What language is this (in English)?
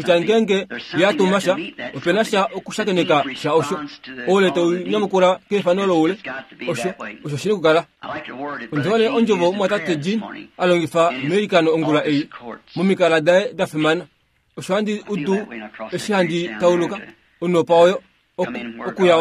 Kuanyama